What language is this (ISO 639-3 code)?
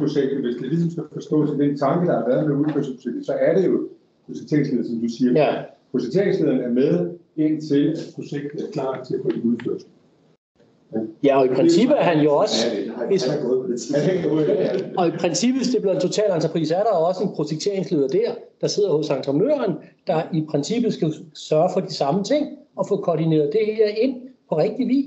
dan